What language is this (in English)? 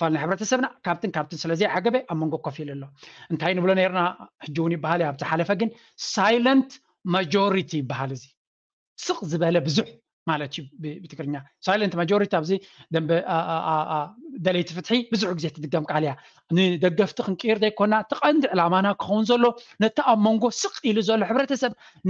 Tigrinya